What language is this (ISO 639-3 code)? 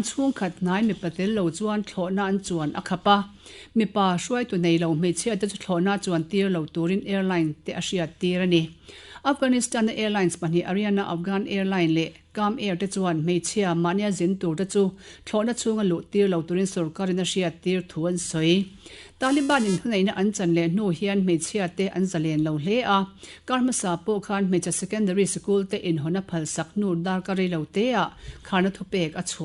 lus